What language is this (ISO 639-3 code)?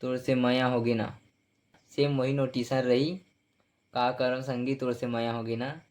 hne